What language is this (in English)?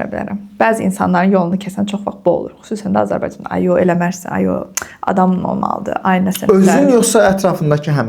Azerbaijani